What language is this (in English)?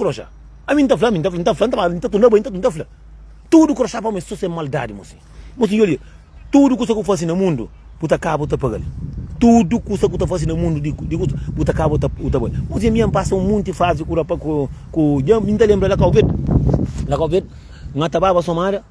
Kabuverdianu